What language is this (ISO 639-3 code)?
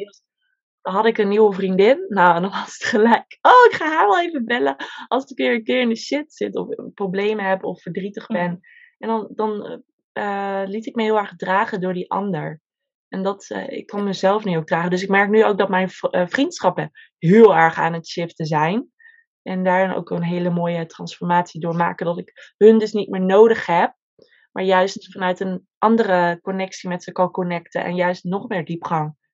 nld